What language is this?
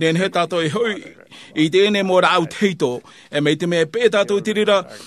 Tahitian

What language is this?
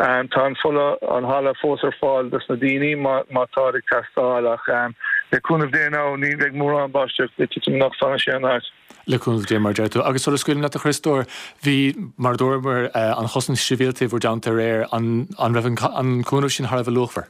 Irish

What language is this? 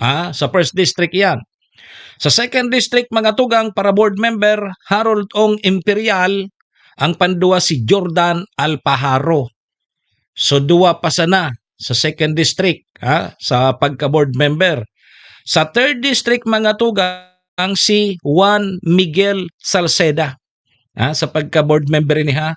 Bikol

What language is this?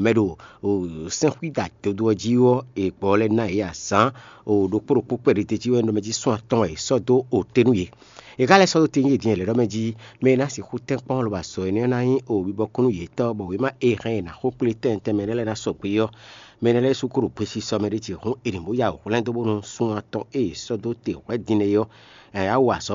Fon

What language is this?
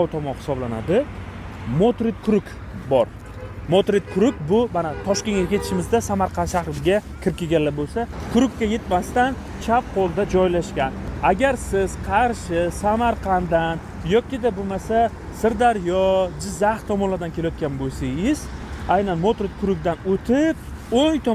Uzbek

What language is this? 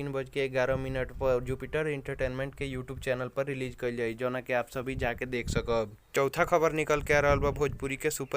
Bhojpuri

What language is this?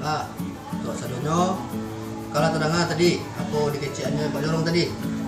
Minangkabau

